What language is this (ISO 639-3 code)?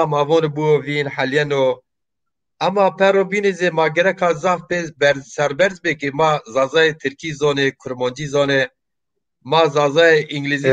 zza